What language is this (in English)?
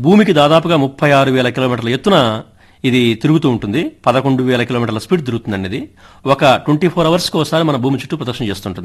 Telugu